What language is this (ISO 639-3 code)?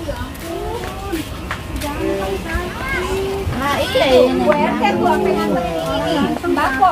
bew